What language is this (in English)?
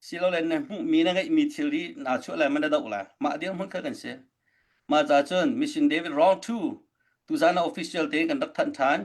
Hakha Chin